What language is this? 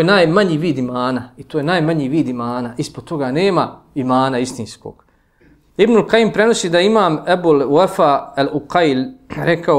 Bosnian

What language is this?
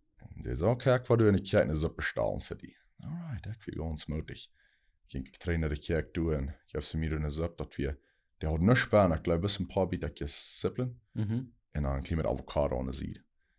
Plautdietsch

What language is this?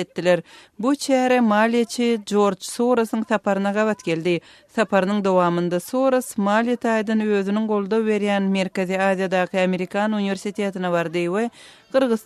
Turkmen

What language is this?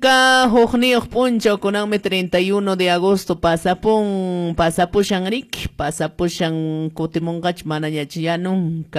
Quechua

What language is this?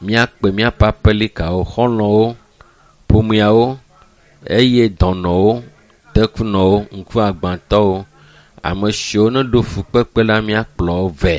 Ewe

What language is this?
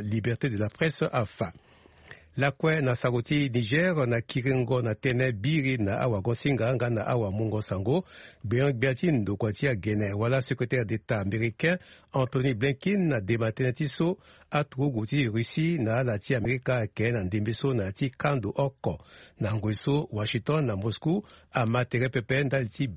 Sango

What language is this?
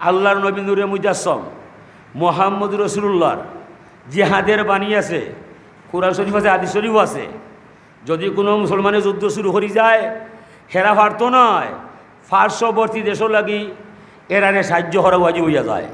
Sylheti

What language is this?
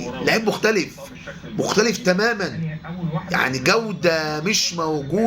Egyptian Arabic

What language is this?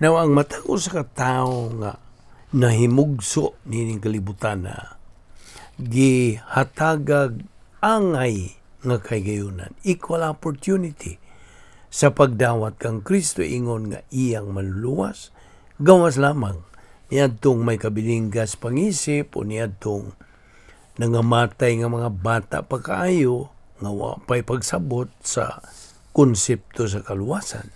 Cebuano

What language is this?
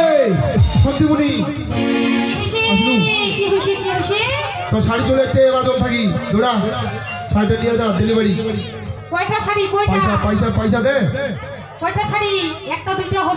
Bangla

